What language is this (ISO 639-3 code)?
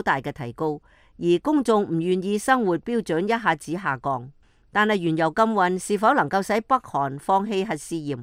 yue